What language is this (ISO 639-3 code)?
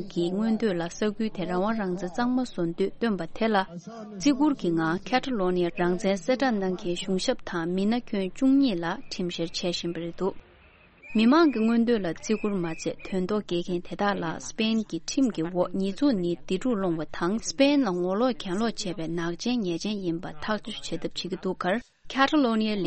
bod